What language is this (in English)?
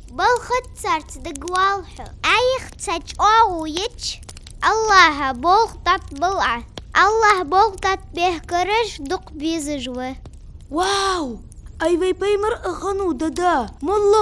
Ingush